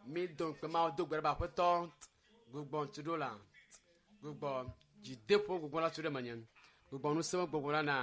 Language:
Ewe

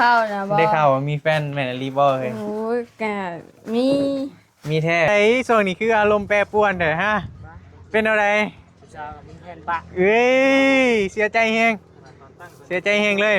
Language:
Northeastern Thai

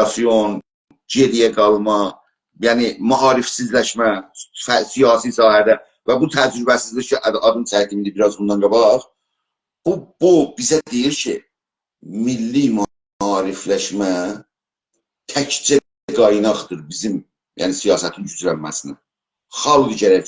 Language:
South Azerbaijani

